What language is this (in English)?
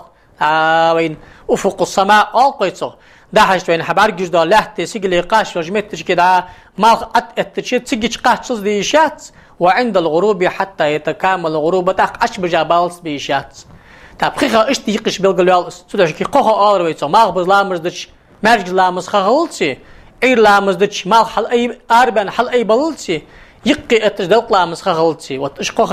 Ingush